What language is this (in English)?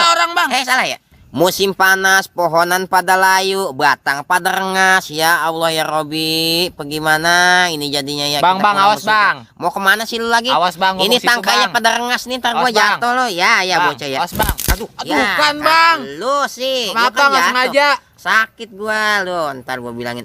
Betawi